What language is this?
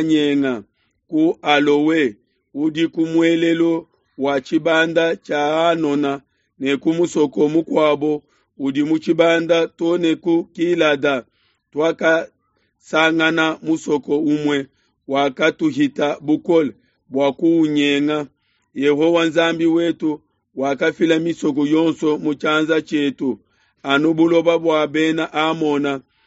Luba-Lulua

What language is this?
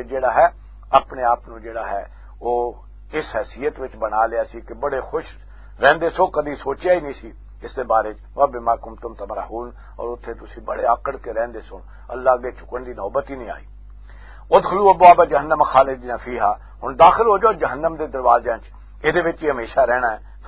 Western Panjabi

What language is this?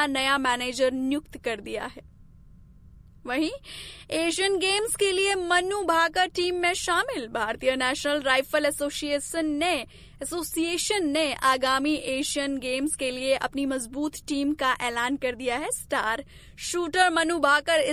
Hindi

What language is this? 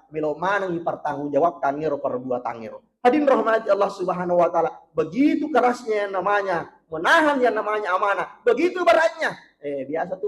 Buginese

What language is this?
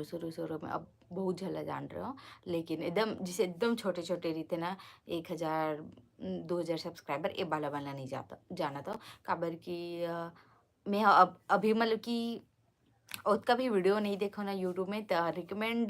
Chhattisgarhi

